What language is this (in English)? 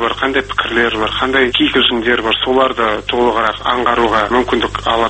Kazakh